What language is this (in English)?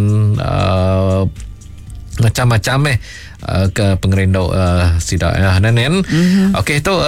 Iban